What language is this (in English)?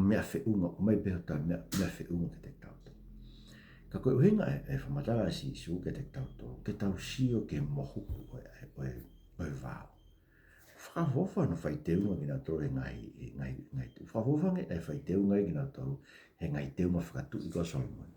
Tongan